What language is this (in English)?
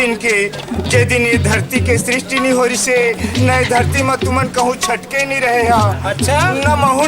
Chhattisgarhi